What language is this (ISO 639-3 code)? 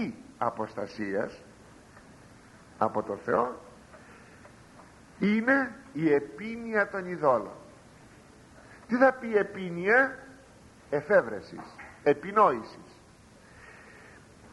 ell